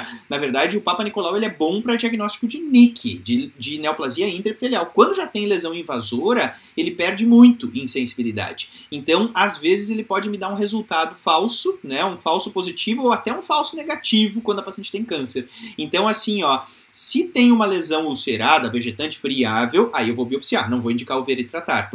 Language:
Portuguese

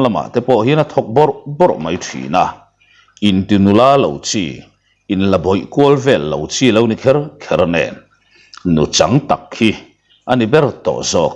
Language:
Mizo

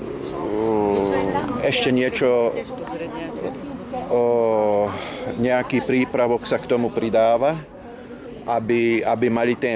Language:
Slovak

